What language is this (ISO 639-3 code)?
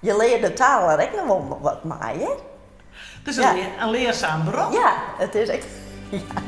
fry